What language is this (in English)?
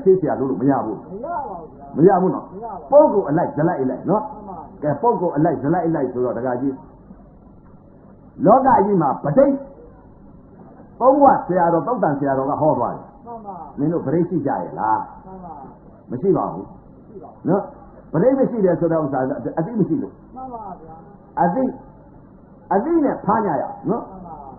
Burmese